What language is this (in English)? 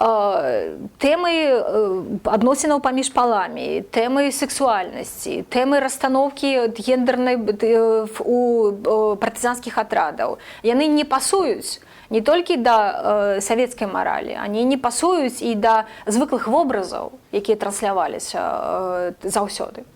Belarusian